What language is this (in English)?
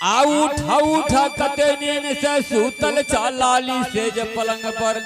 Angika